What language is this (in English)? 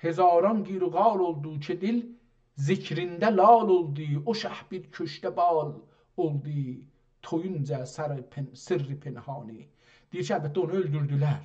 South Azerbaijani